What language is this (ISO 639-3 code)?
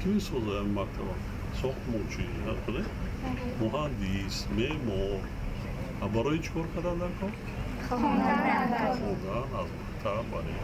tgk